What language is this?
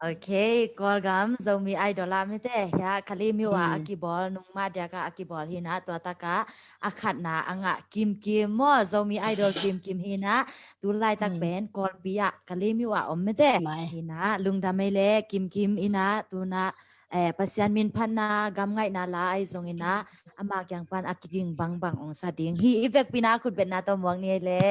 Tedim Chin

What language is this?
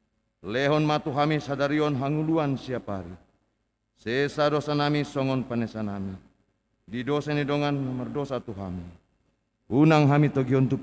Batak Toba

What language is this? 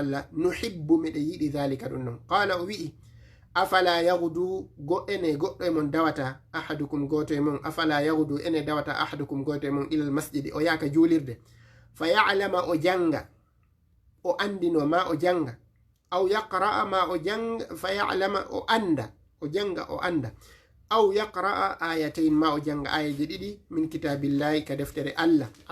Fula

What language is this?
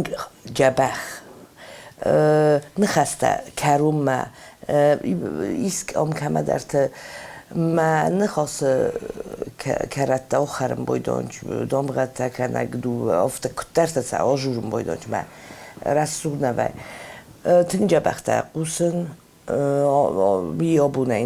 Ossetic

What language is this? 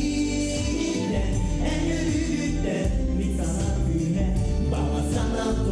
Yakut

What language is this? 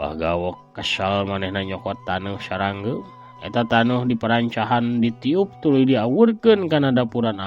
Sundanese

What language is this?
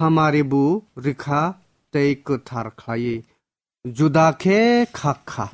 Kok Borok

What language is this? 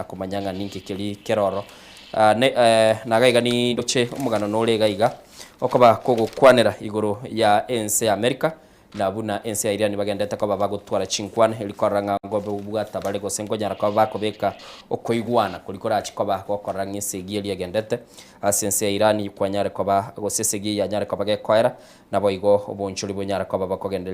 Gusii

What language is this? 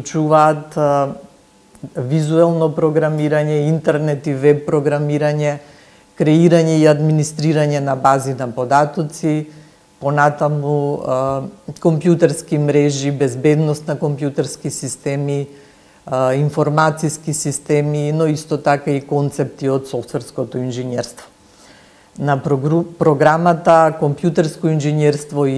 Macedonian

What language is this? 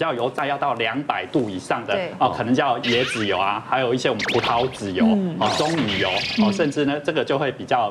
Chinese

